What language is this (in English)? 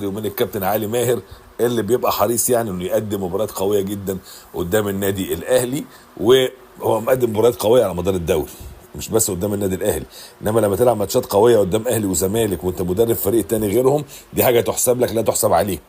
Egyptian Arabic